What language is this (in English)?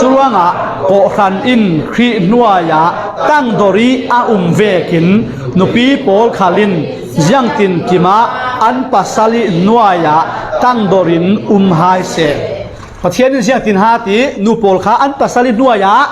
Falam Chin